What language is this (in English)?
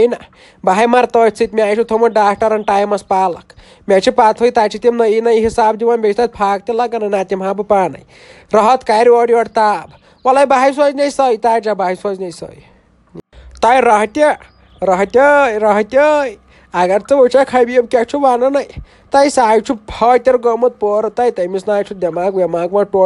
Kashmiri